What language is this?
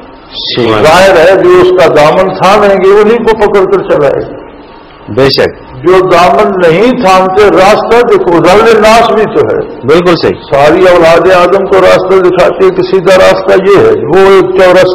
Urdu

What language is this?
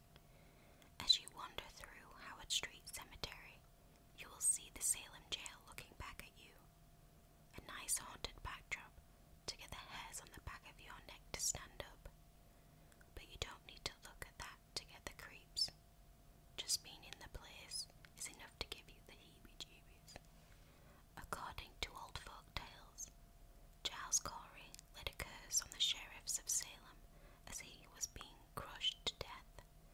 English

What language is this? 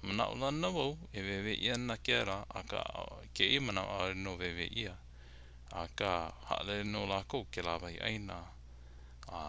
Hawaiian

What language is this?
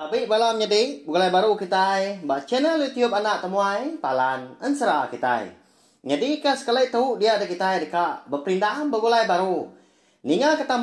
Iban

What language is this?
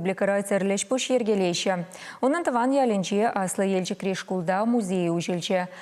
Chuvash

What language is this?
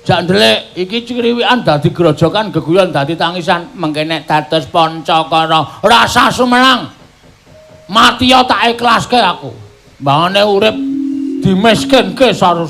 Javanese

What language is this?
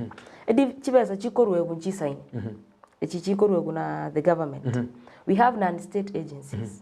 Gusii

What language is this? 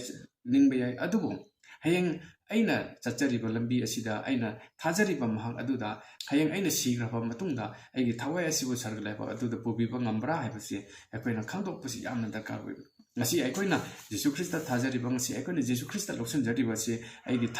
Manipuri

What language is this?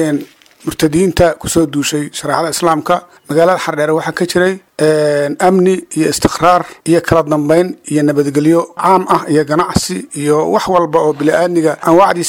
Somali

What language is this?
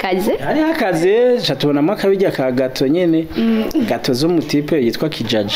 Rundi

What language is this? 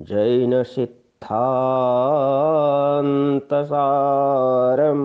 Sanskrit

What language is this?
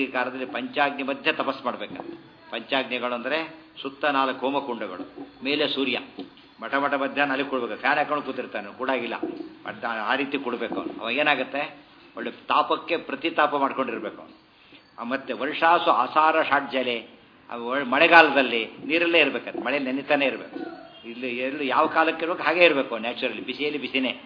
Kannada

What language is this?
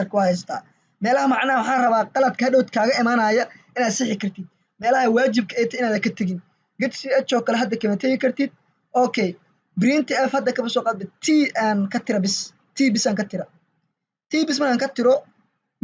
Somali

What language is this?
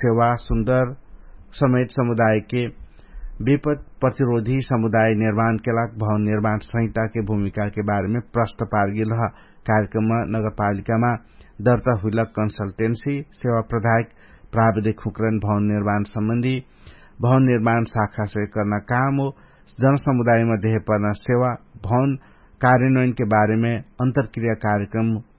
Dangaura Tharu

